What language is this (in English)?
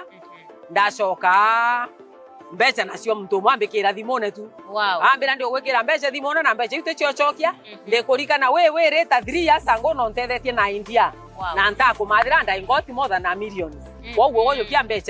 Meru